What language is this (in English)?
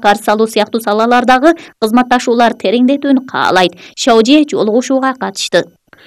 Kyrgyz